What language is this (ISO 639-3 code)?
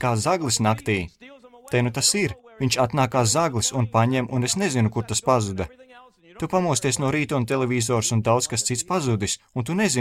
lav